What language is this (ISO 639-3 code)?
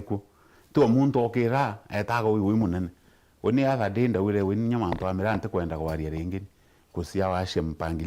mer